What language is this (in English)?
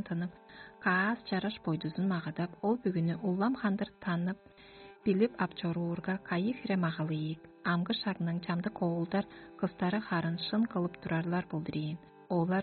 Tuvinian